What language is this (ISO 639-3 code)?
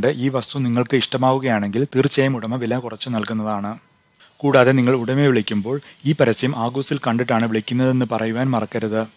mal